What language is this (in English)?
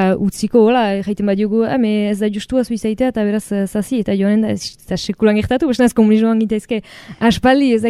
Basque